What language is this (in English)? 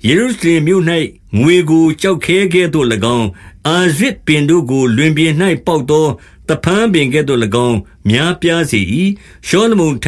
Burmese